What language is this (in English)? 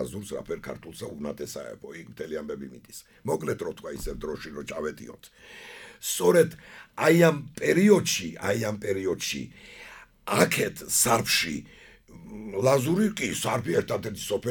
Georgian